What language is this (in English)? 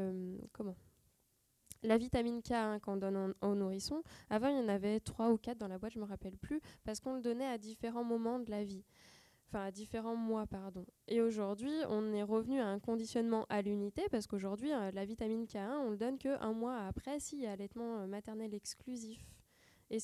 French